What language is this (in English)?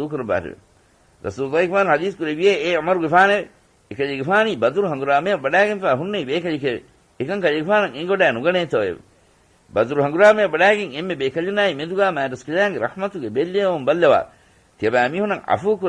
Divehi